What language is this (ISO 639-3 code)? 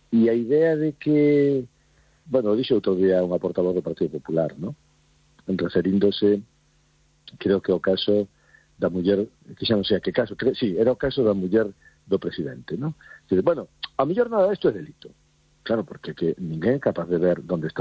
glg